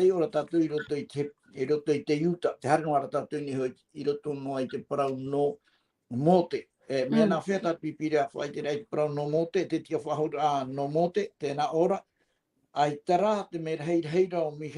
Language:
Tahitian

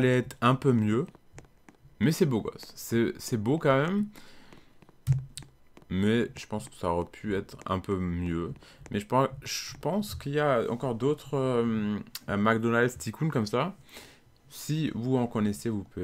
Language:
French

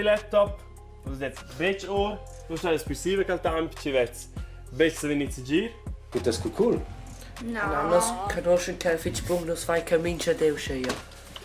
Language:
Romansh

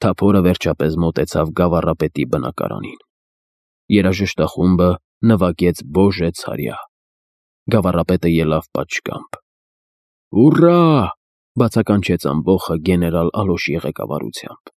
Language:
Armenian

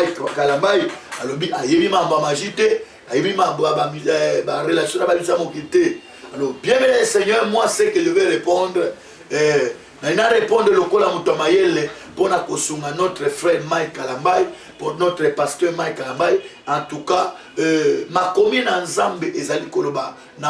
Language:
Lingala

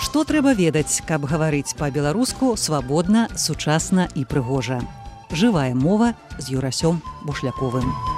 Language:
Belarusian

